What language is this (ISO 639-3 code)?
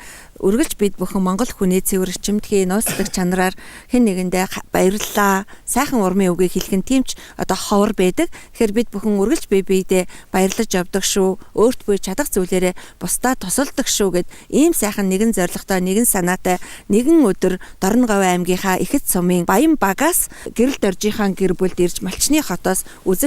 mon